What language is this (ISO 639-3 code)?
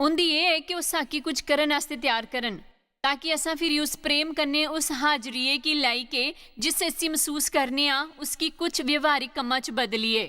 doi